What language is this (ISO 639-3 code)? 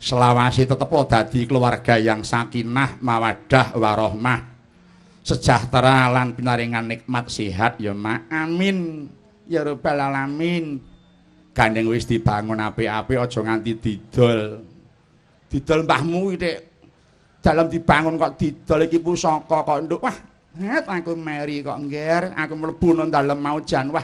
jav